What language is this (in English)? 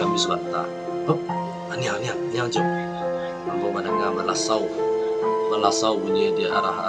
Minangkabau